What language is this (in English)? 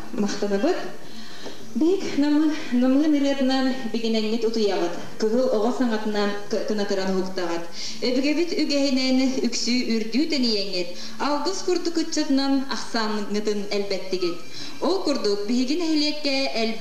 Yakut